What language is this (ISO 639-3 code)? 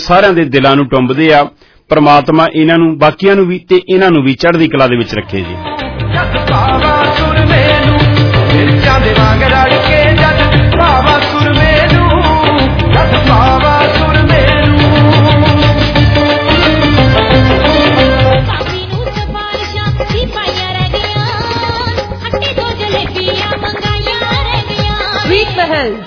pan